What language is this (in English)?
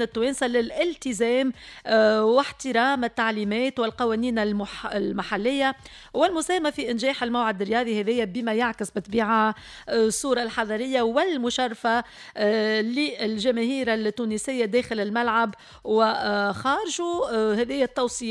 Tunisian Arabic